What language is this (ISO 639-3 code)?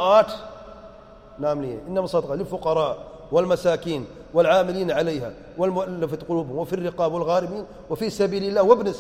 urd